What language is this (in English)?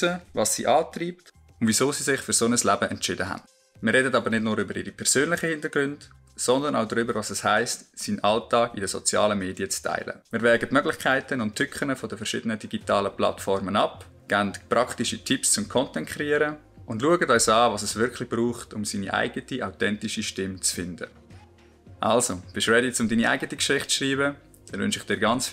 Swiss German